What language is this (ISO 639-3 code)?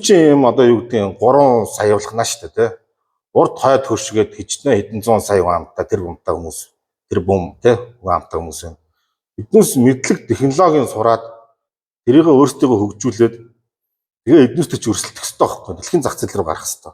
mon